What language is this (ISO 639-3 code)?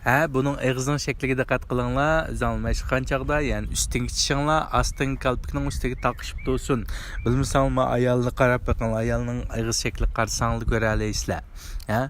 uig